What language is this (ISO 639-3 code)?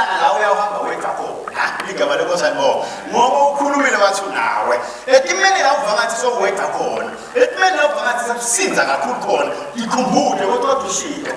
ssw